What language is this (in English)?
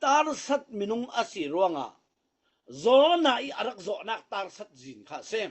Falam Chin